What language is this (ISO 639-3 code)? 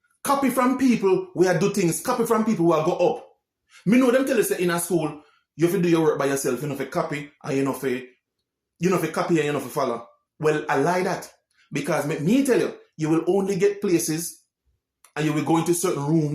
jam